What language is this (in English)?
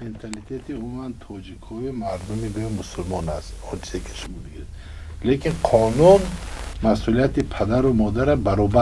Tajik